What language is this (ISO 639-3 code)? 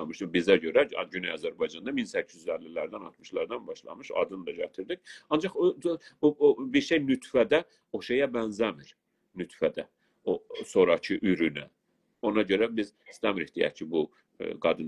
azb